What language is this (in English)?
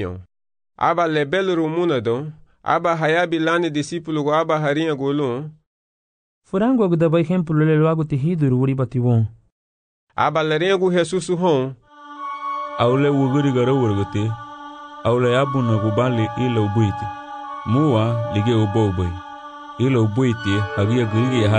Garifuna